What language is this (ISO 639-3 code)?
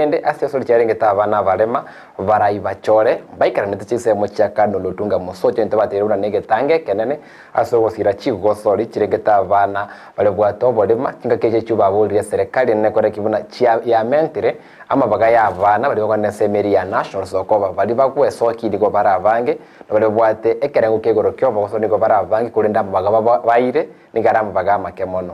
guz